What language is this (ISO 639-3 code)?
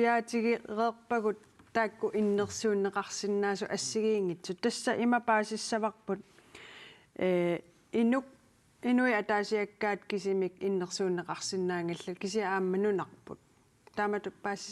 kal